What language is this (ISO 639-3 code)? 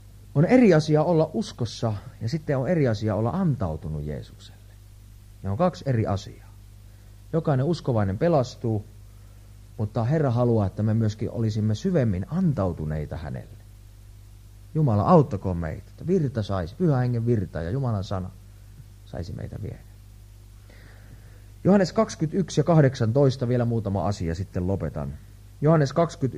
fin